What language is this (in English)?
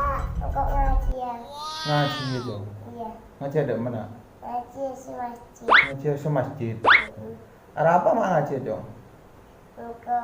Madurese